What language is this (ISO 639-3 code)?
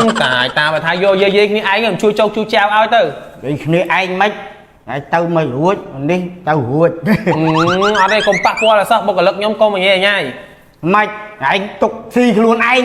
khm